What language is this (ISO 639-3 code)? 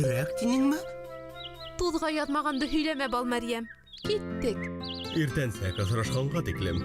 bak